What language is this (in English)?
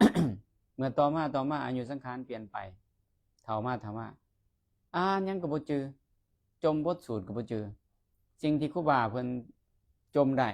Lao